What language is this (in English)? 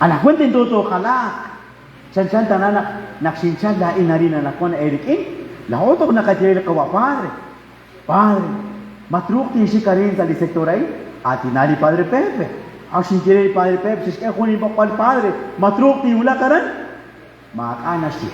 Kekchí